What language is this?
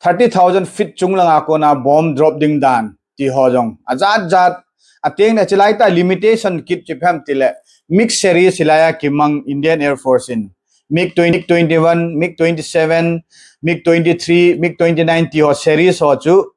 Thado Chin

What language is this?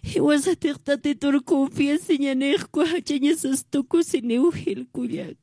Aymara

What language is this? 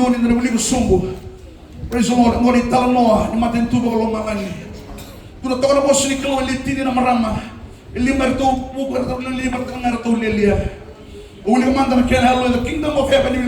Fijian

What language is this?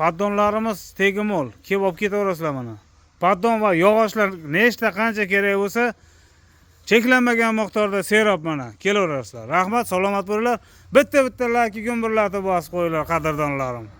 Uzbek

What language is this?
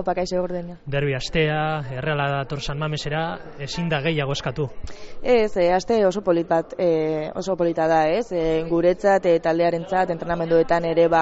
Basque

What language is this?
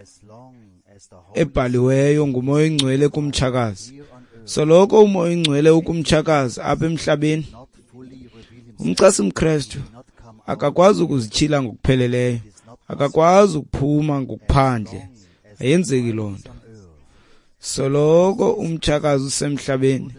Xhosa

